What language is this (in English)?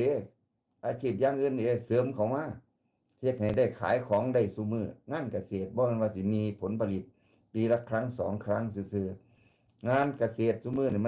Northeastern Thai